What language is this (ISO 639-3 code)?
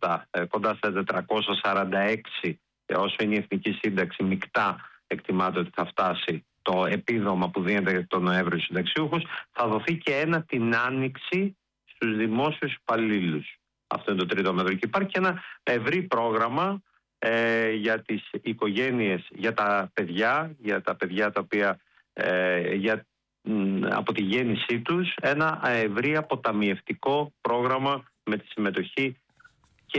ell